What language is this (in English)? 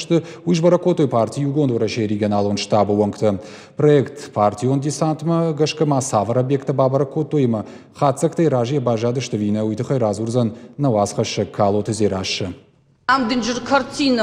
Ossetic